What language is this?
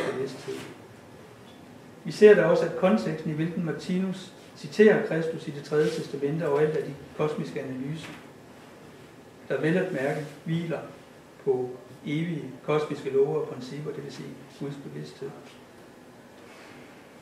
Danish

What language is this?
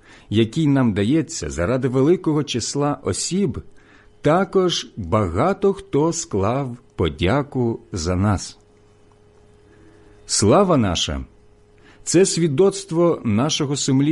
Ukrainian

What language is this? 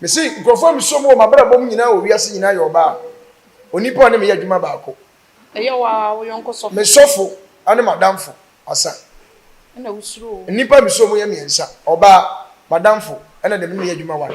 Akan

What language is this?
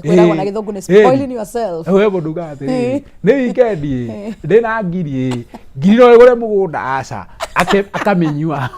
Kikuyu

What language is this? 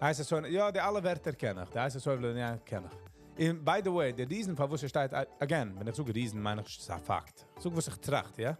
Yiddish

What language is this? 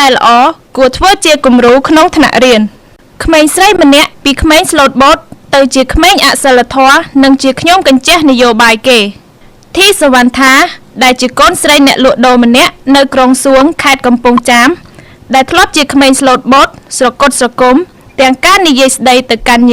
Khmer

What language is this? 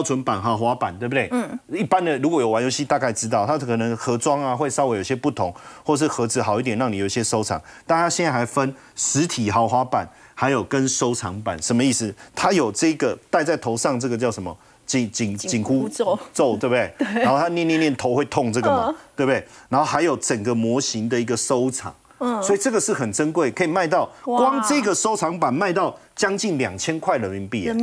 Chinese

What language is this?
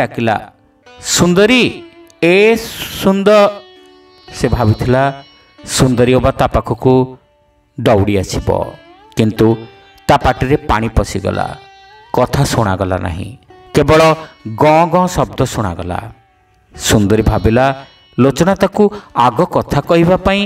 Odia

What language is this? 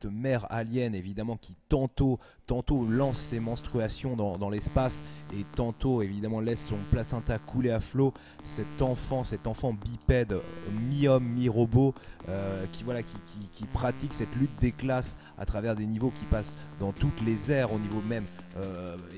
French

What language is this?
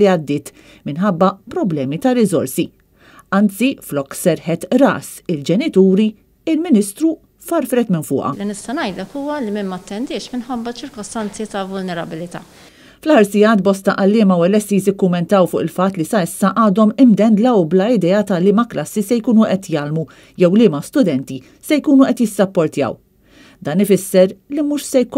Maltese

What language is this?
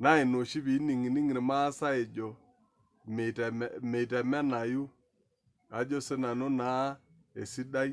Masai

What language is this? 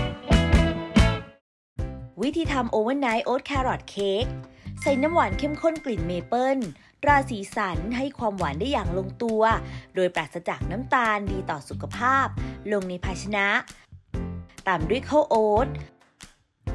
Thai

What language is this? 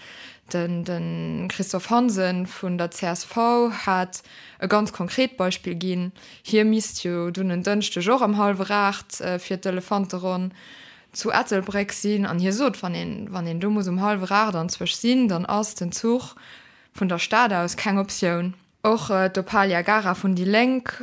Luxembourgish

